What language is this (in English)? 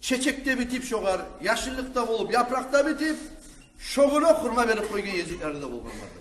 Kumyk